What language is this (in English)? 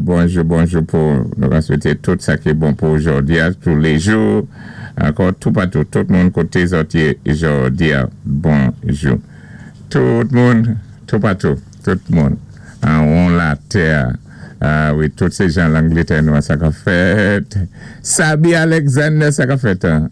Saint Lucian Creole French